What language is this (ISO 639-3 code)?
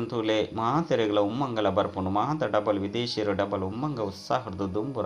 tcy